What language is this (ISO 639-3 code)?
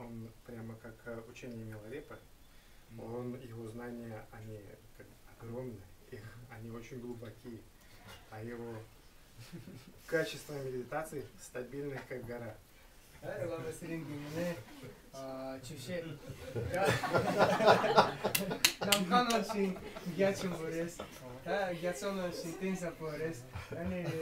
rus